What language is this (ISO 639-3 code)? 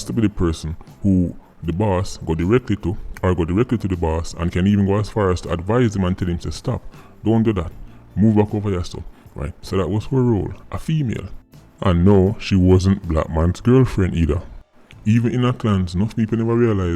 jam